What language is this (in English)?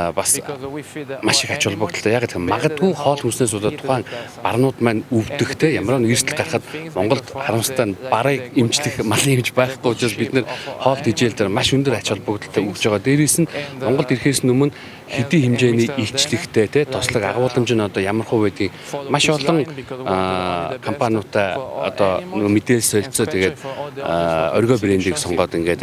Mongolian